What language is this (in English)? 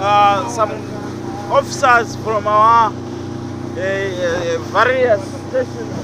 English